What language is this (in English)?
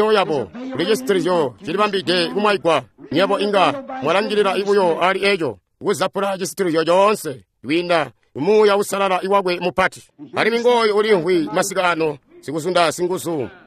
Tonga (Zambia)